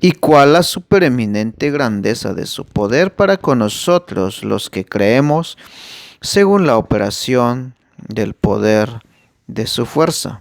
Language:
Tzeltal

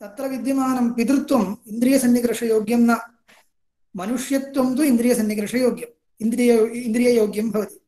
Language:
Sanskrit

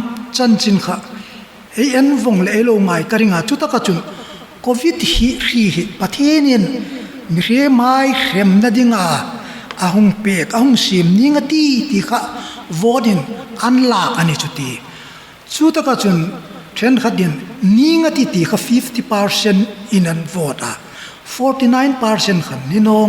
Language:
Hmar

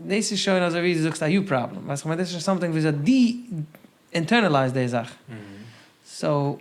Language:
Yiddish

